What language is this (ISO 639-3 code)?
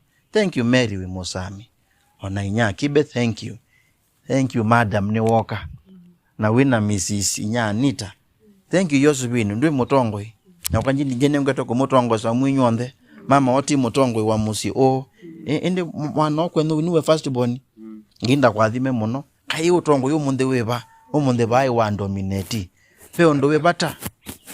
kam